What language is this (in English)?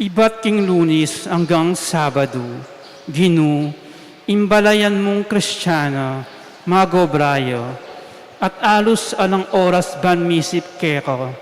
Pampanga